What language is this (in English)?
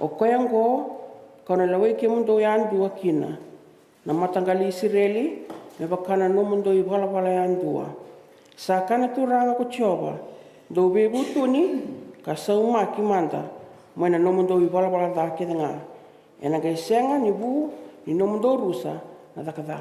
Fijian